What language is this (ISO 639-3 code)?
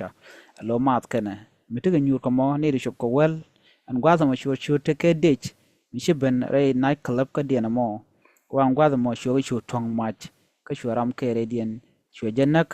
nus